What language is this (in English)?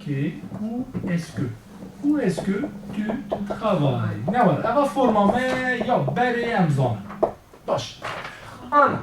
Kurdish